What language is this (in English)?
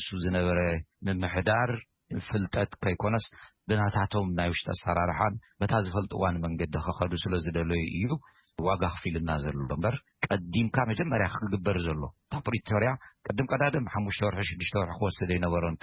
Tigrinya